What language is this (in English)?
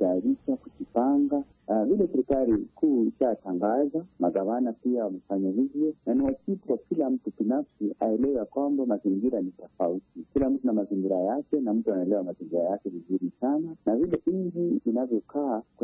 Swahili